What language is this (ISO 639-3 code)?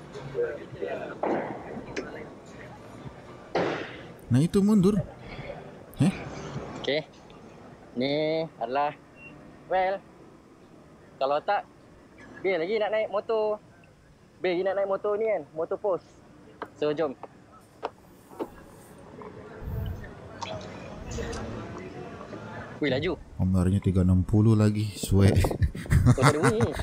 msa